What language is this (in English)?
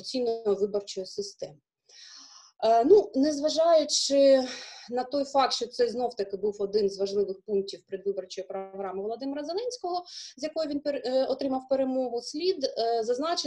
Ukrainian